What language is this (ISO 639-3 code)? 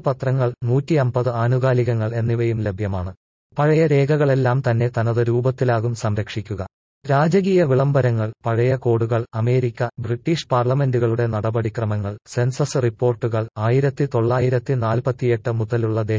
mal